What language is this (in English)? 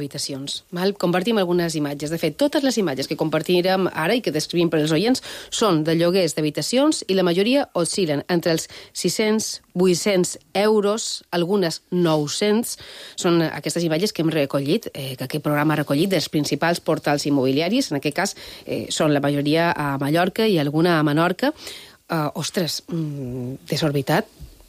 Catalan